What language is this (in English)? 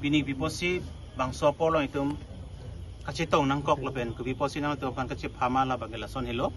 Karbi